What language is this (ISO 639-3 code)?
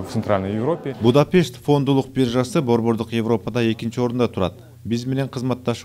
kir